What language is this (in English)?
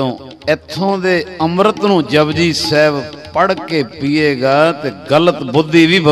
Punjabi